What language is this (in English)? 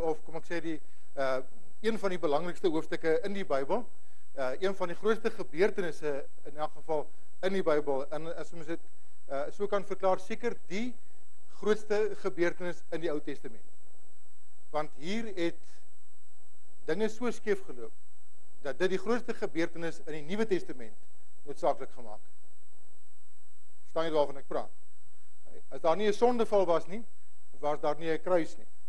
Afrikaans